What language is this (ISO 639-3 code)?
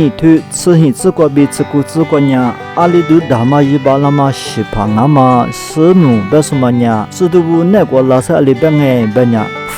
lis